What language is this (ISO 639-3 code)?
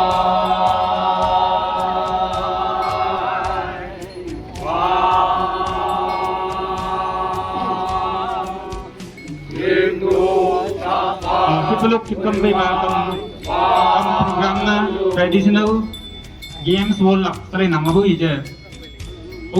nag